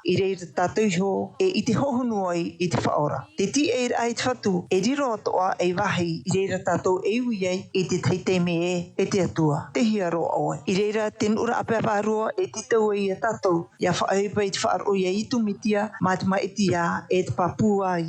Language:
Tahitian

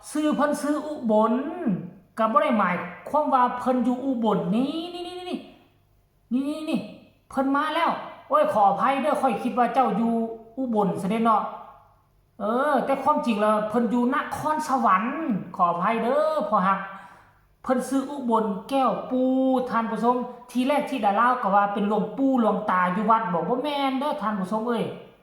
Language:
Northeastern Thai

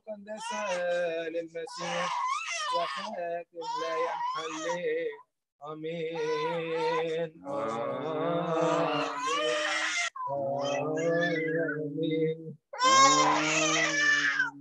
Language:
Arabic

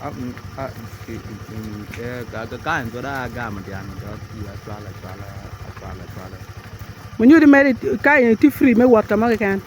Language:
Acoli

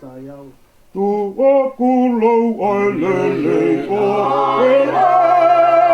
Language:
Tongan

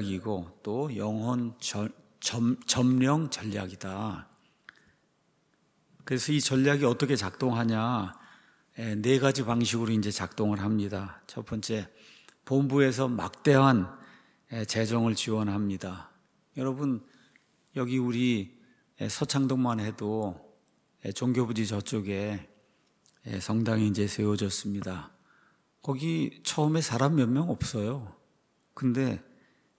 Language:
Korean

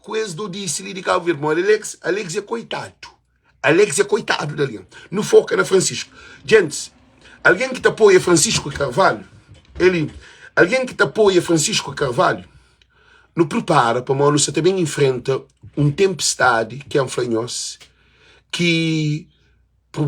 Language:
Kabuverdianu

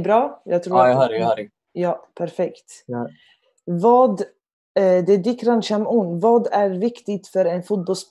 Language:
Swedish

